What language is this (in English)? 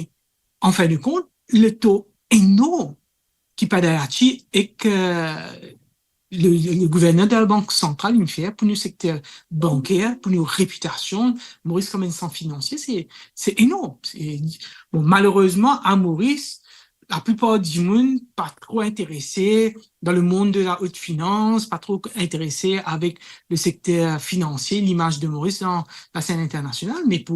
Morisyen